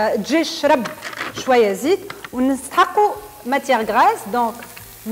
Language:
Tunisian Arabic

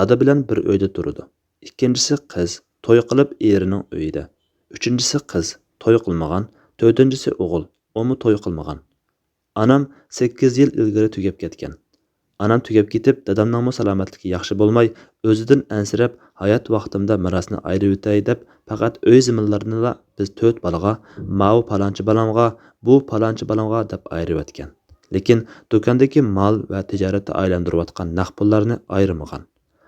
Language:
Uyghur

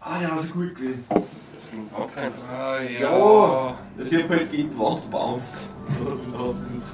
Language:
Bavarian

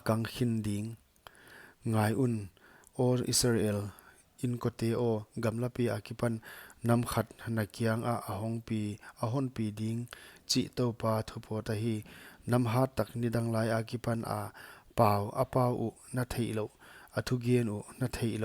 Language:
Paite Chin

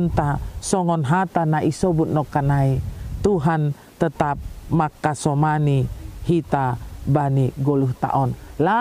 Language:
Batak Simalungun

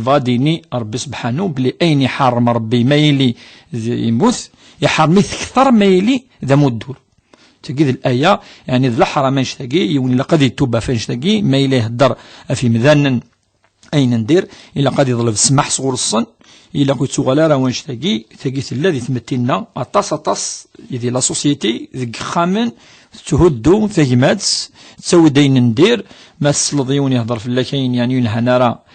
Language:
Kabyle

